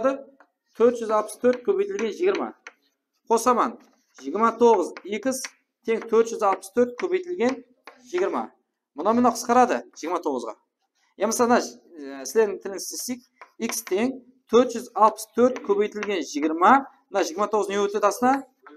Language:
Kara-Kalpak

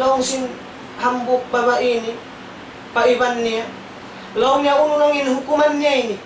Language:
Tausug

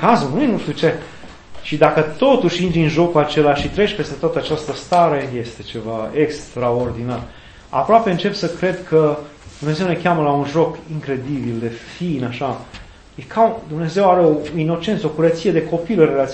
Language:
Romanian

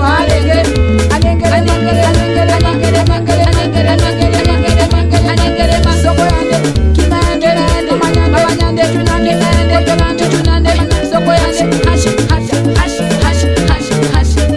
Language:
Tetela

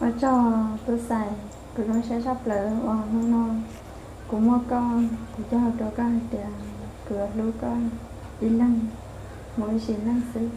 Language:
Hmong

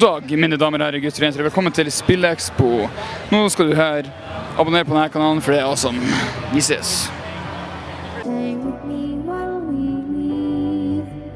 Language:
Norwegian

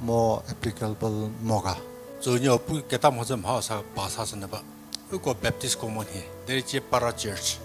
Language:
Angami Naga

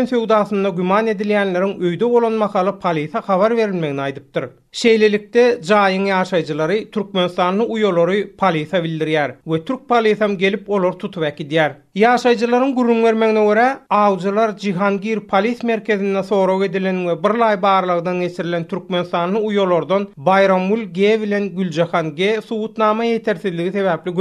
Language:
Turkmen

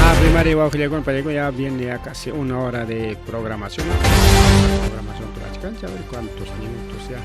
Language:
Ayacucho Quechua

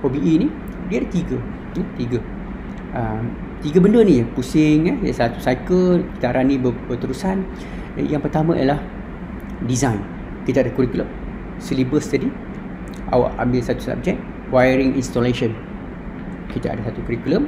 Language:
Malay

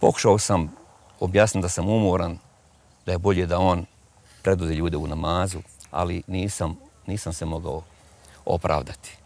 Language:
Bosnian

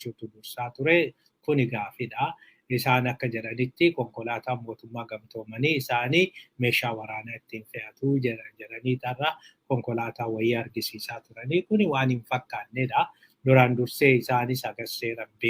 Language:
Oromo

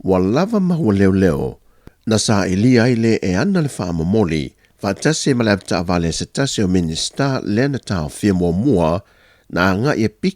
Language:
Samoan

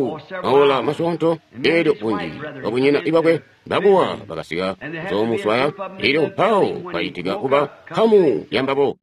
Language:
Tonga (Zambia)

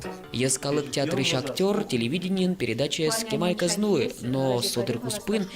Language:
Udmurt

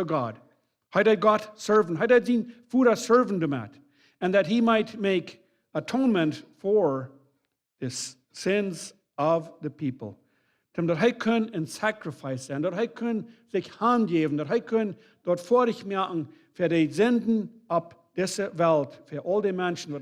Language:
Plautdietsch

